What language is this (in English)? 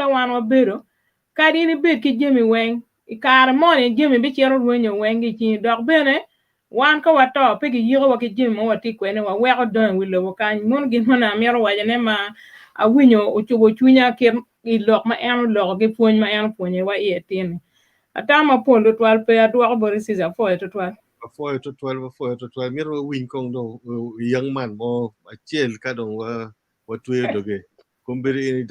Acoli